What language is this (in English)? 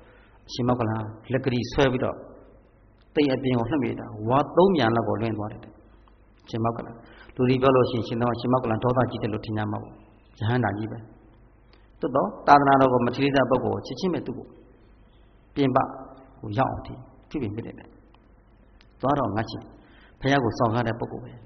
Burmese